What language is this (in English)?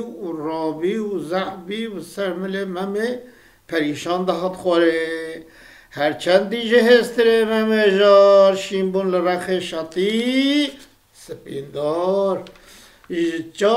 Kurdish